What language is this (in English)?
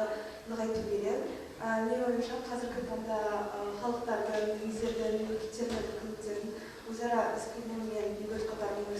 Kazakh